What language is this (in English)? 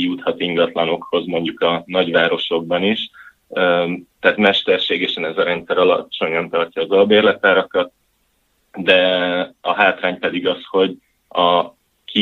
Hungarian